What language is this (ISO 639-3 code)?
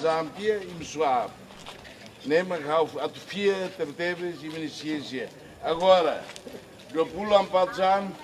tet